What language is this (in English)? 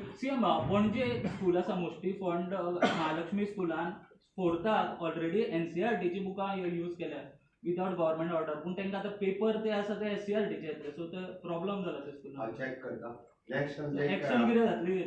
Konkani